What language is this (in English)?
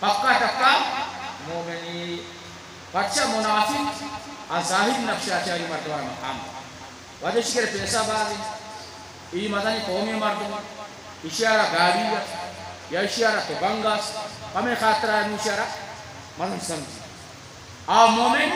Eastern Balochi